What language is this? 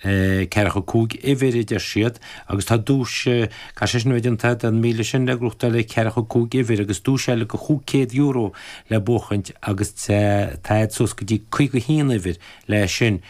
Irish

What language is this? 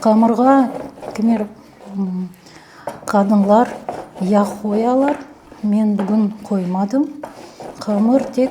Crimean Tatar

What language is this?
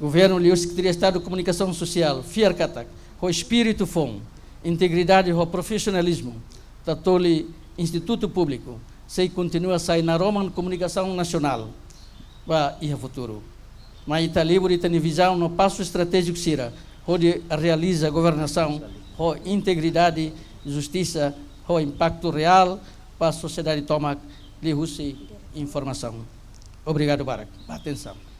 Tetum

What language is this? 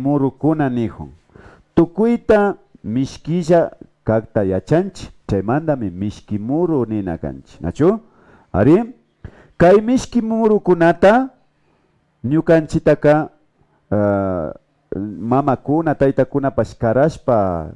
Imbabura Highland Quichua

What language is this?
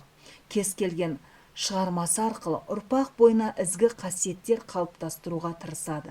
Kazakh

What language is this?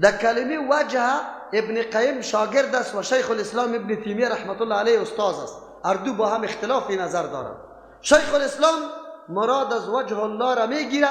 Persian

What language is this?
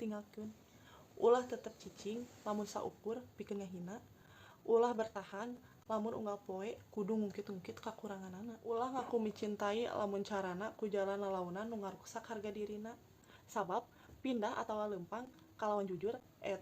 Sundanese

